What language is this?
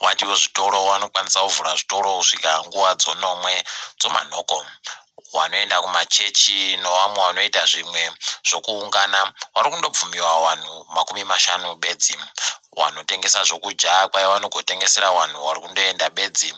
Ndau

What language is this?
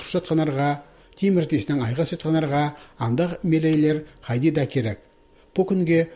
Khakas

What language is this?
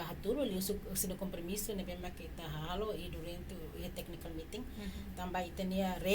Tetum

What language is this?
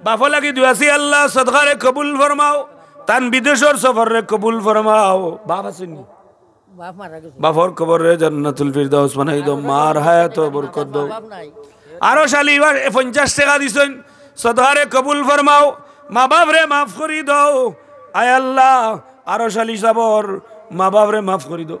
Sylheti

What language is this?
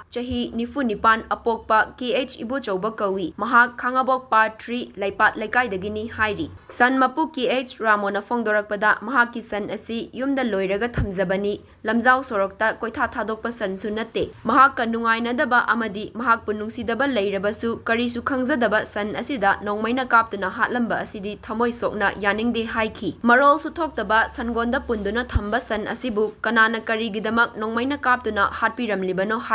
Manipuri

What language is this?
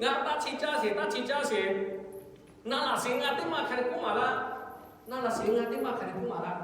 Lahu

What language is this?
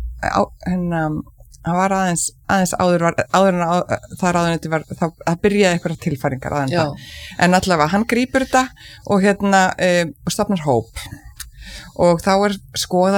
Icelandic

